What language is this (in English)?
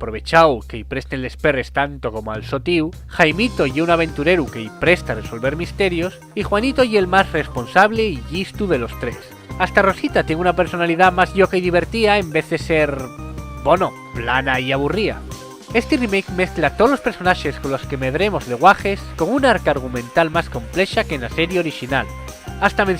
Asturian